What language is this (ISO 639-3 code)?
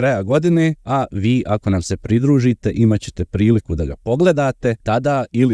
hrv